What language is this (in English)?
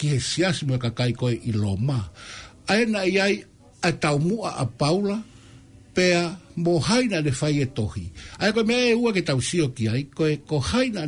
Tongan